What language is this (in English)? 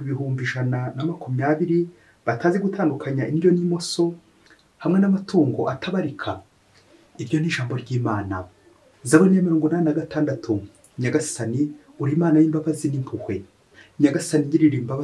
Kinyarwanda